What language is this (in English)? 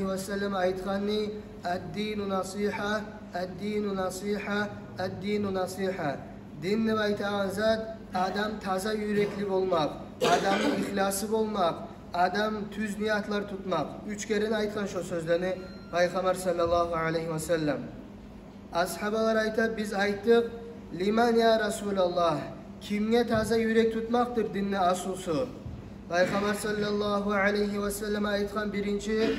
Kumyk